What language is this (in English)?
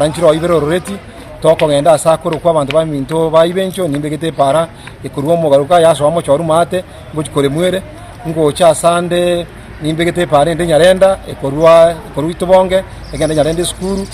Gusii